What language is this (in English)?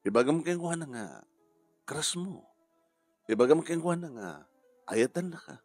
Iloko